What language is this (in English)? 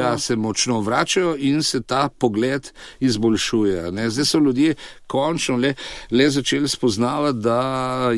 Slovenian